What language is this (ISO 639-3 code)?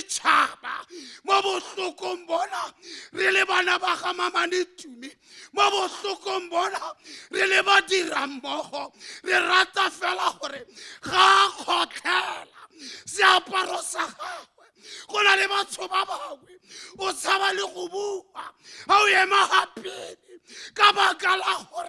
tsn